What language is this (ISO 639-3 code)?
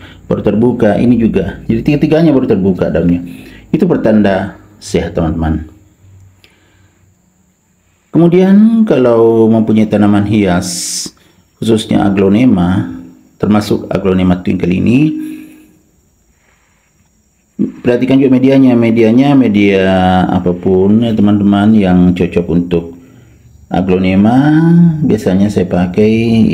ind